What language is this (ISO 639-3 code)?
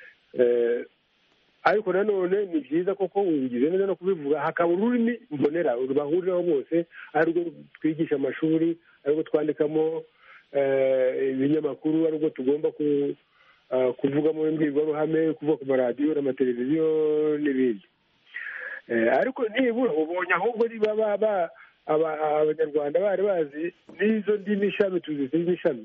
kin